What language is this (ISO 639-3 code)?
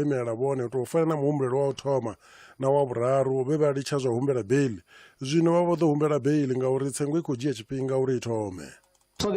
ven